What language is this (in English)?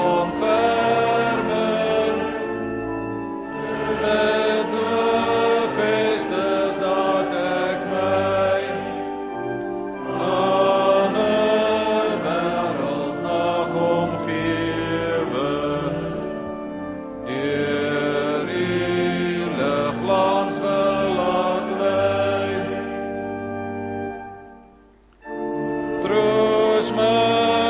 Afrikaans